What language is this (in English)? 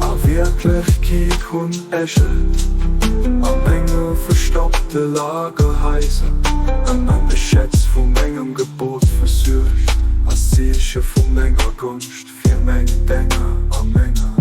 Luxembourgish